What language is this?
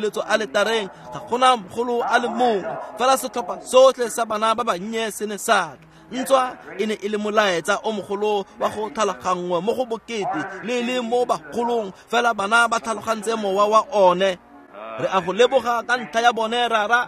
Tswana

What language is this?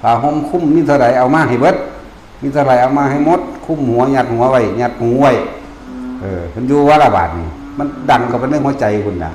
Northeastern Thai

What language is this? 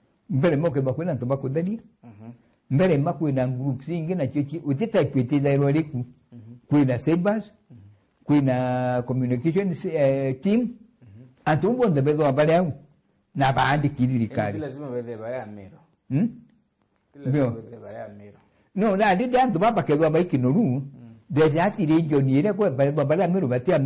Meru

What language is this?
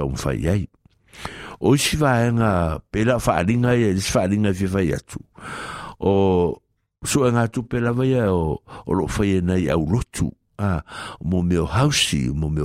Samoan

